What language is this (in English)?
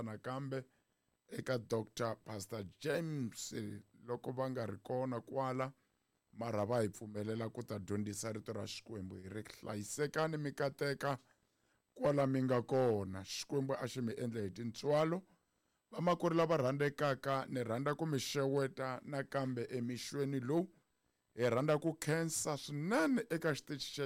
Tsonga